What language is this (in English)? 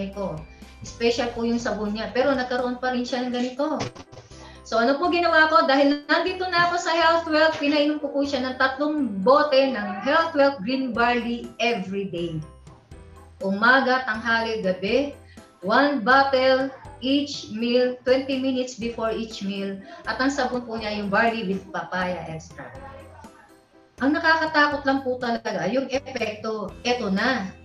Filipino